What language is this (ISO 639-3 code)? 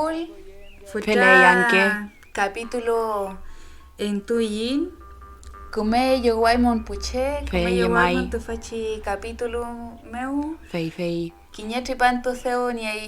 arn